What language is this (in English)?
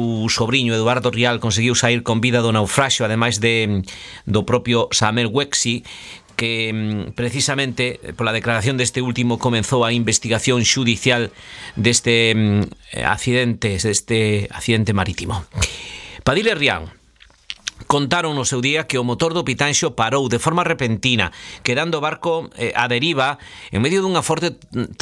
Galician